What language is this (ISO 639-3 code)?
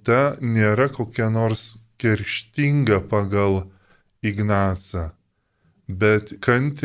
lit